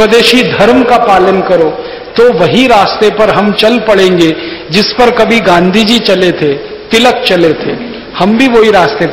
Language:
Hindi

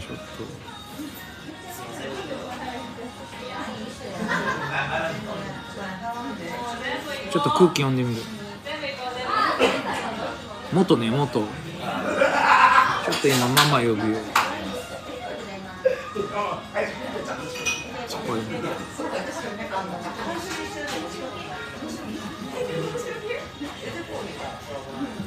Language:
Japanese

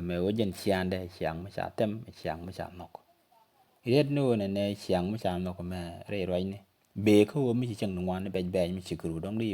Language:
Nuer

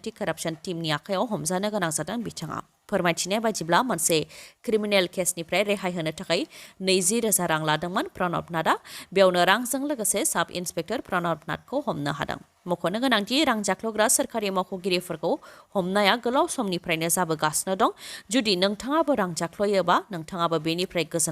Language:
Bodo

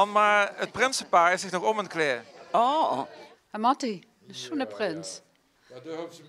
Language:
Limburgish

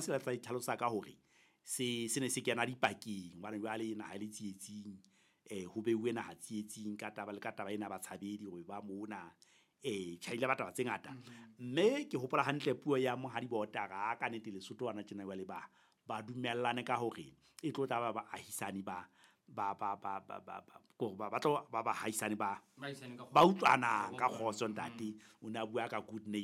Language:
Southern Sotho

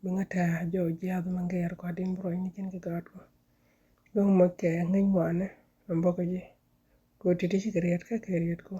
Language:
Nuer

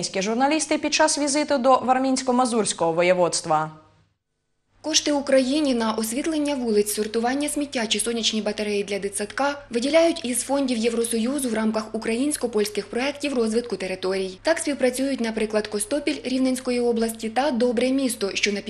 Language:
Ukrainian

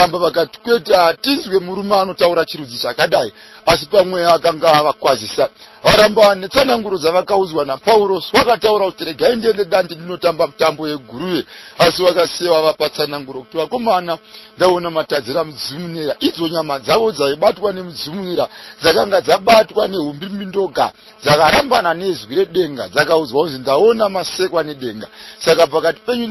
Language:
Shona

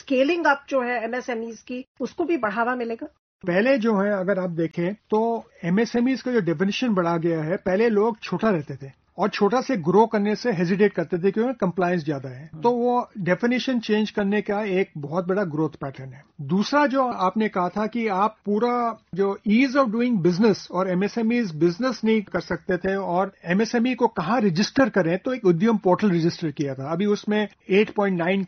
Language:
Hindi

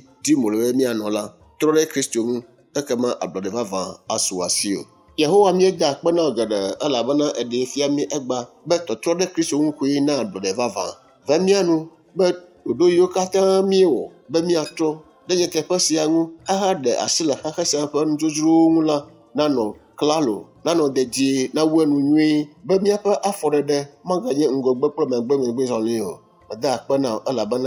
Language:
Ewe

